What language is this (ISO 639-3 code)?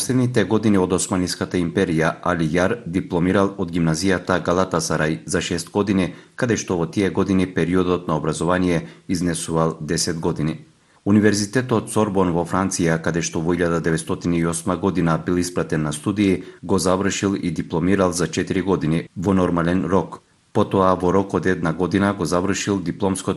mkd